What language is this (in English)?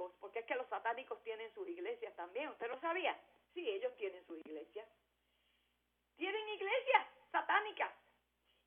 Spanish